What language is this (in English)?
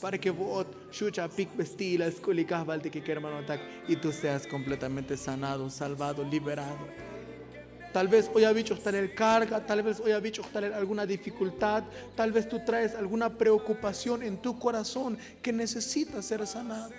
Tzotzil